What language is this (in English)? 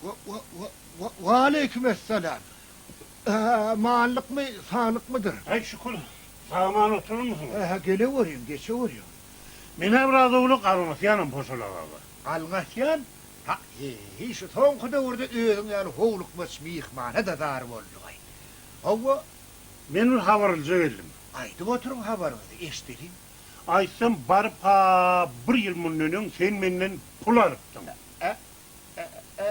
Turkmen